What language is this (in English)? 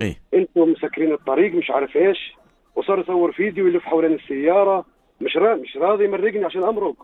North Levantine Arabic